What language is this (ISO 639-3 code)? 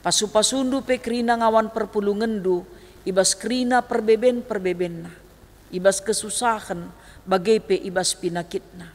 btx